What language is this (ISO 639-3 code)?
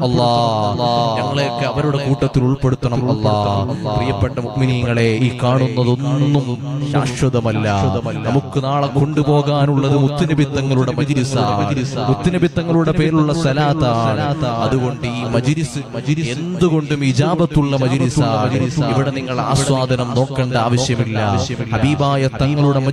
mal